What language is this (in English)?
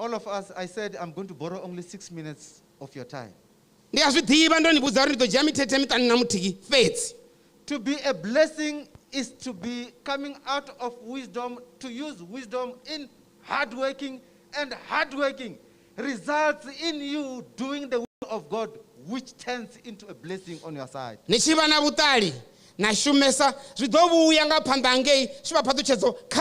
Venda